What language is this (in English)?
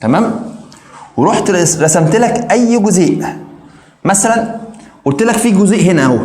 Egyptian Arabic